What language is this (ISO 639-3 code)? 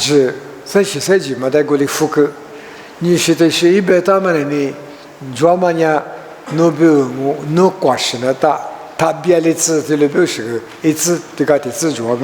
lis